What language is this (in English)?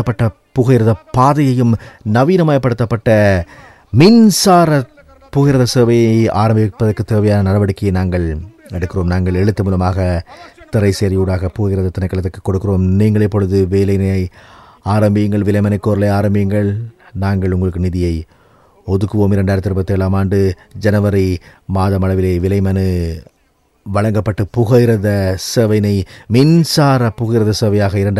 Tamil